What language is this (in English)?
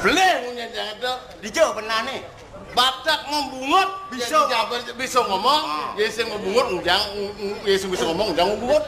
Balinese